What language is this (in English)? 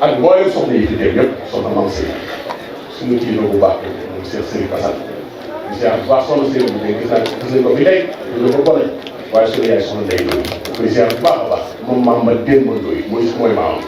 Wolof